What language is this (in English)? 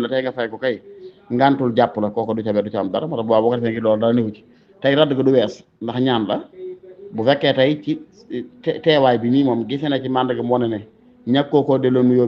Wolof